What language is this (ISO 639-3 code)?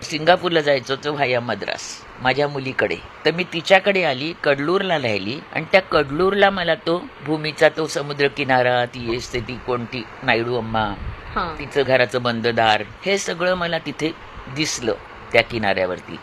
mar